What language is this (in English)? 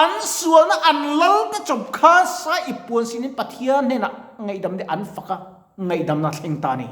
Mizo